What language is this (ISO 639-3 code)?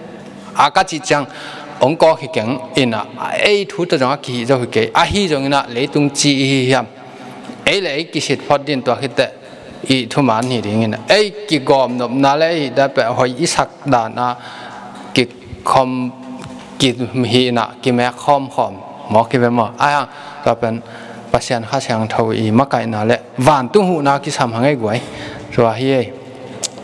ctd